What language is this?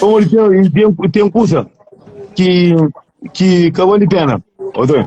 Kabuverdianu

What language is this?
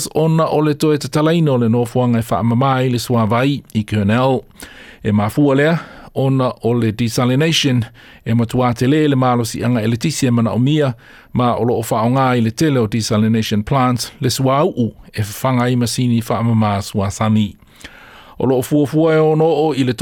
Samoan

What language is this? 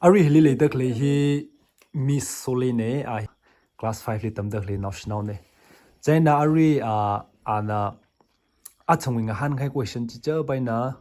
Tangkhul Naga (India)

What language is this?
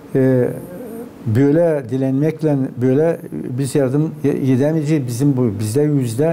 Gagauz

